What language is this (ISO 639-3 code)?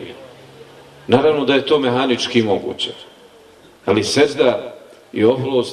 bos